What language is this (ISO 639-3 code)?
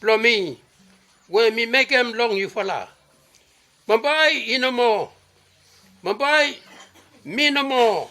bis